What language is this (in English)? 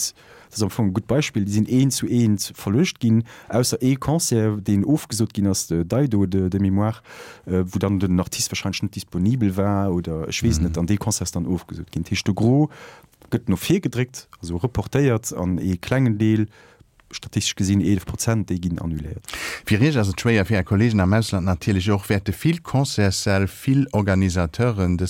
Luxembourgish